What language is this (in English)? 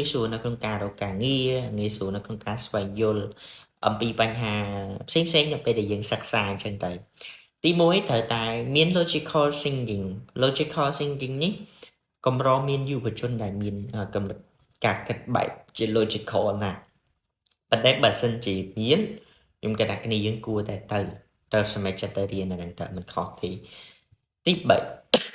Khmer